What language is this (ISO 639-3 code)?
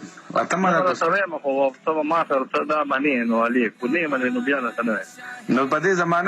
pus